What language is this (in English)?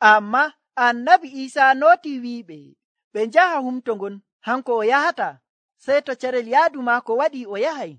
Nigerian Fulfulde